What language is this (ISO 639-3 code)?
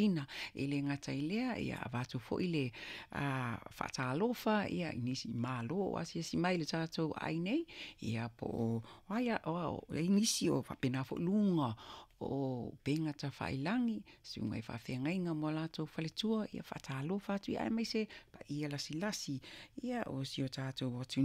smo